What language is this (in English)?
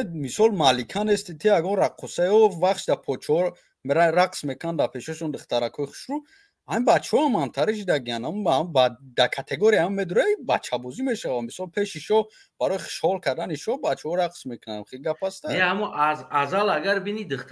Tajik